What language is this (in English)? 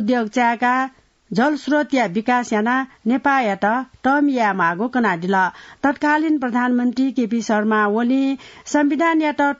Newari